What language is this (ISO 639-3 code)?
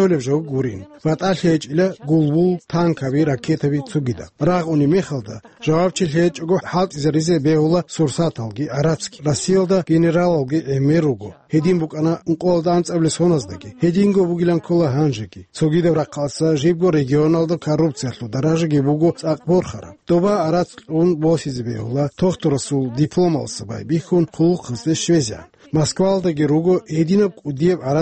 ava